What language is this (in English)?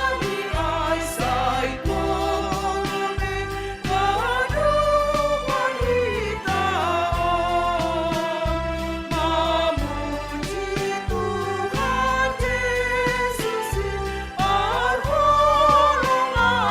Batak Simalungun